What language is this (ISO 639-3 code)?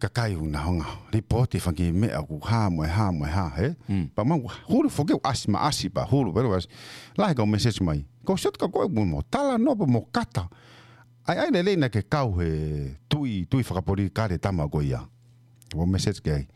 ton